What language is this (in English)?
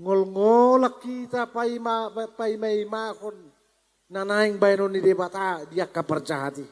Batak Toba